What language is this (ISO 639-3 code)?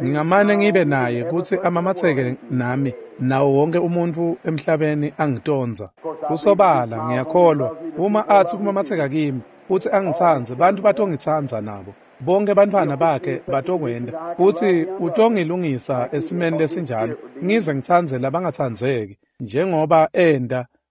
ssw